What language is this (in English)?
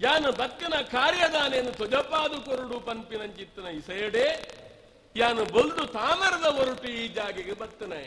Tulu